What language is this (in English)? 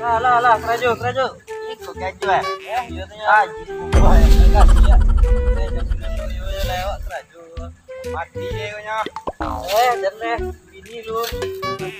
Minangkabau